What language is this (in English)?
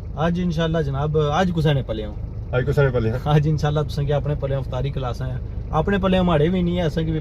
Pahari-Potwari